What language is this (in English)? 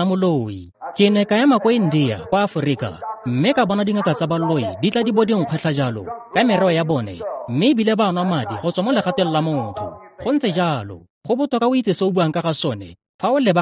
Tswana